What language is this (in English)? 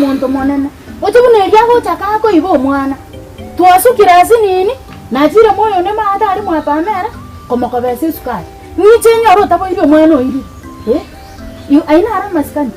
Gusii